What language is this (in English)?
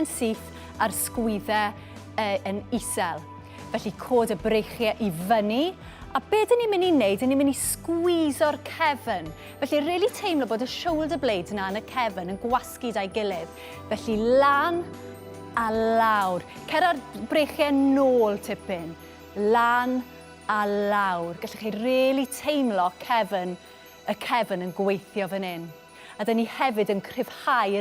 Welsh